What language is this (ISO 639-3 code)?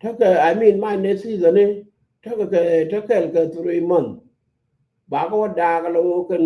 nus